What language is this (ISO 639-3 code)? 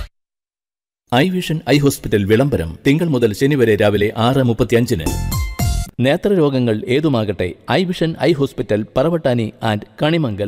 mal